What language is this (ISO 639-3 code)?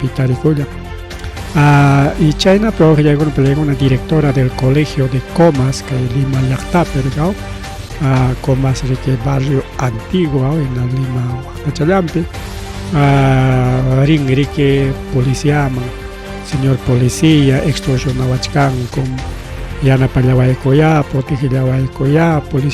quy